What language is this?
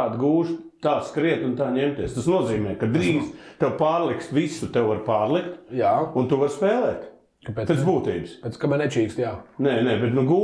Latvian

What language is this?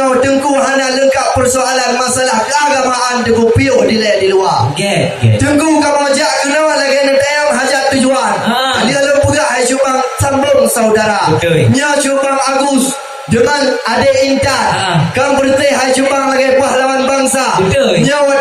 Achinese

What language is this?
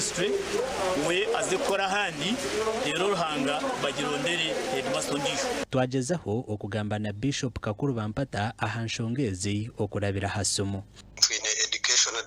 Nyankole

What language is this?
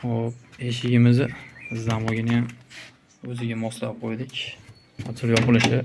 Uzbek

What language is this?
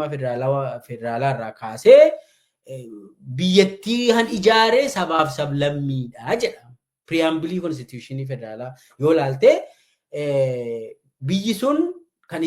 Oromo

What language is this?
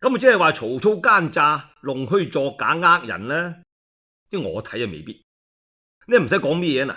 Cantonese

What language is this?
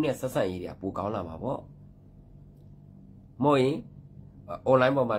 Burmese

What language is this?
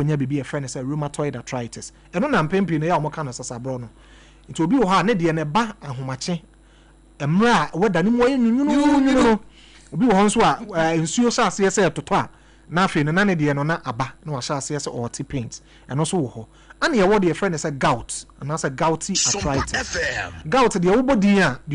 Akan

